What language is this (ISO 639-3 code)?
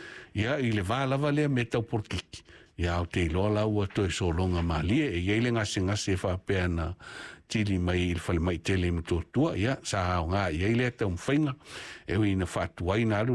smo